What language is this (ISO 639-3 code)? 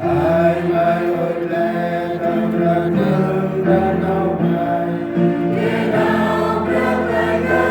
cmo